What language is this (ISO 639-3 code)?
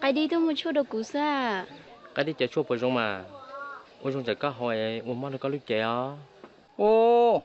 hmn